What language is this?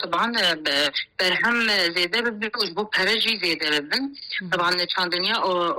Kurdish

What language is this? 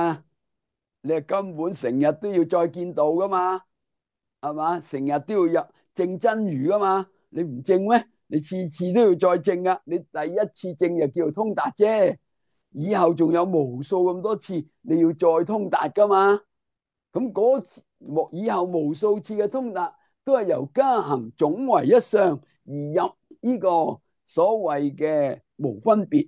Cantonese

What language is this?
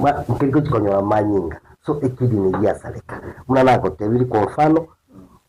Gusii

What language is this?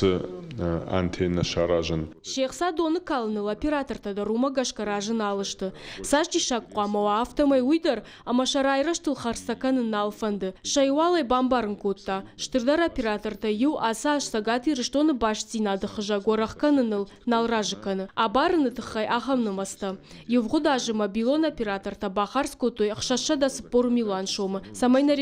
Ossetic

